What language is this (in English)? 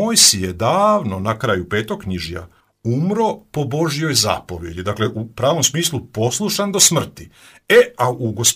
Croatian